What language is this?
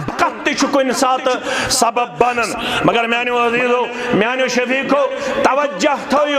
Kashmiri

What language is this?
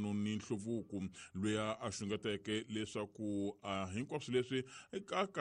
Tsonga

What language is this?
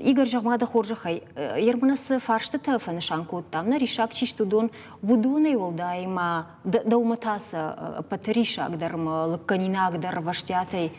Ossetic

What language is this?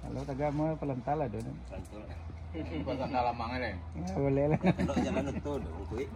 Minangkabau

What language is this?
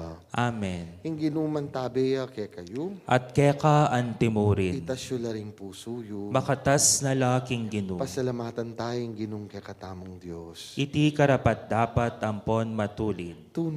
Pampanga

